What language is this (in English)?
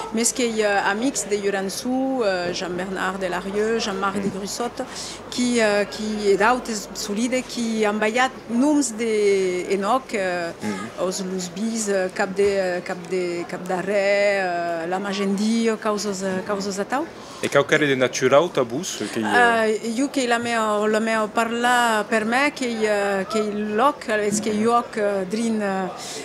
Occitan